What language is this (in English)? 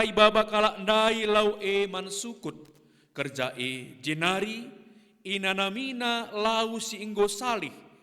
Batak Karo